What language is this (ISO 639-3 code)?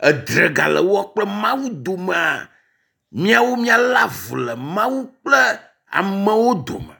ewe